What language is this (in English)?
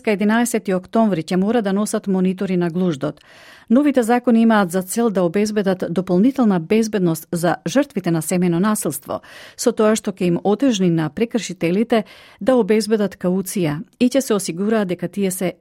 Macedonian